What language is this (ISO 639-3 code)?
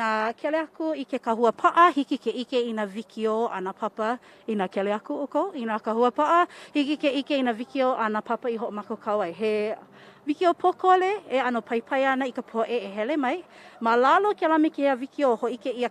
haw